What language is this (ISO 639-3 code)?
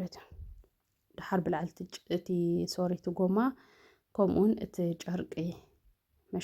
tir